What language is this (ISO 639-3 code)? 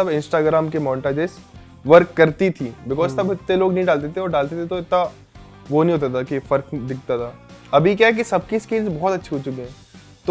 hin